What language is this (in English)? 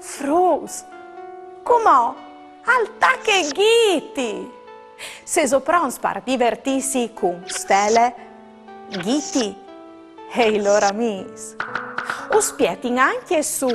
Friulian